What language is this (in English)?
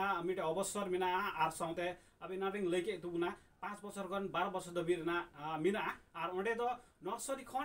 Santali